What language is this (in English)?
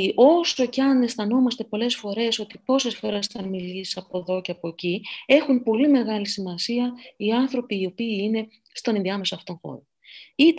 Greek